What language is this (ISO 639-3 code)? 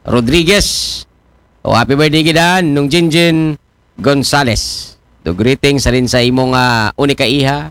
akl